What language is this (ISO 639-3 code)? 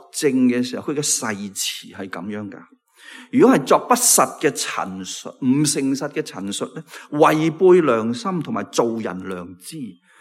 yue